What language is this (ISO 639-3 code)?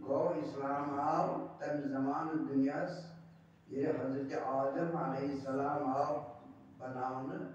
kas